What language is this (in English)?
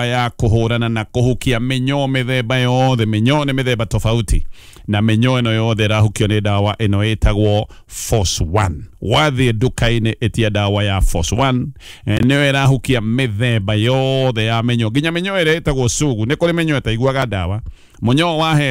Kikuyu